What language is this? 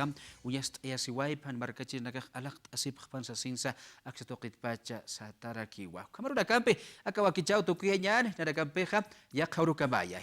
Aymara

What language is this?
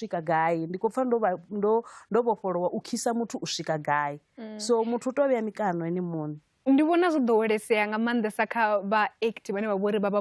Venda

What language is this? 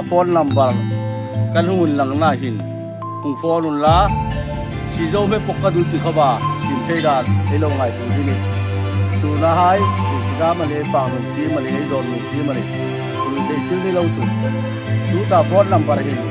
Hmar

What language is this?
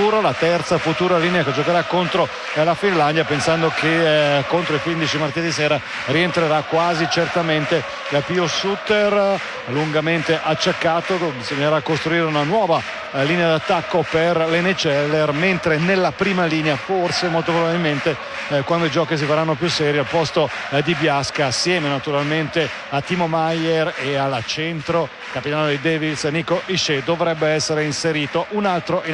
Italian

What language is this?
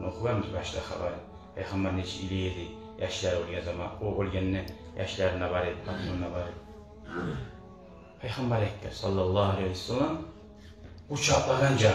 Kumyk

